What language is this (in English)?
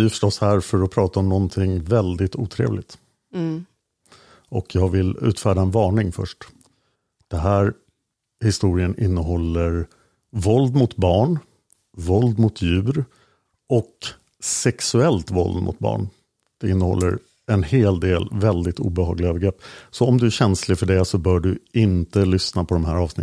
Swedish